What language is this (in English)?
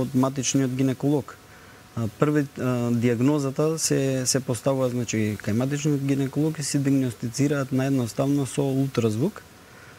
Macedonian